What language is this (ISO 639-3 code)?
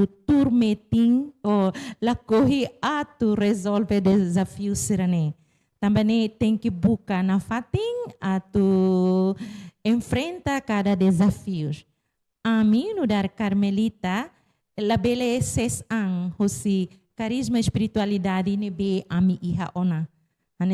tet